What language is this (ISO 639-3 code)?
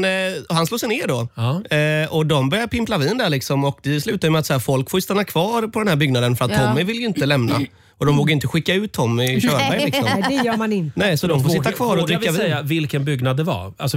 swe